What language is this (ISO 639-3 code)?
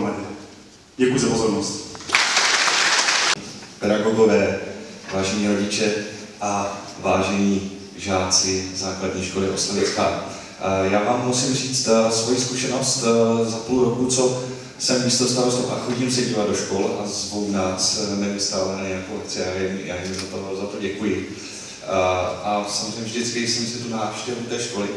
ces